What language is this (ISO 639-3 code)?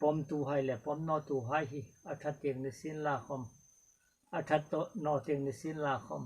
hmr